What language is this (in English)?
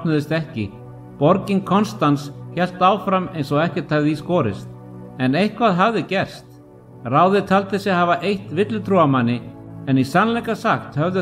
Icelandic